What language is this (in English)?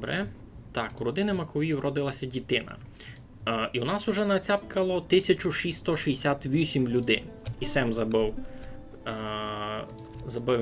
Rusyn